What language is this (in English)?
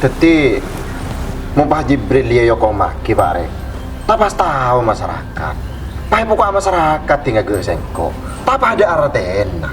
Madurese